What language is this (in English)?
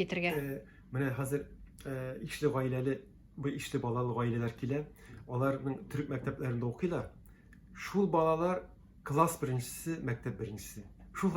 Tatar